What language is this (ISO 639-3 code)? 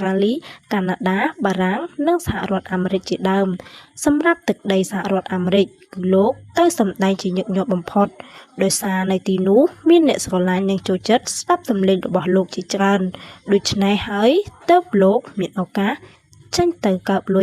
khm